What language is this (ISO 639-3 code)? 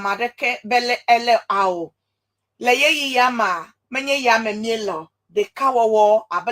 ewe